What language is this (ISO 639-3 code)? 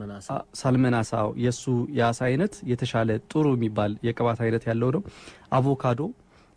amh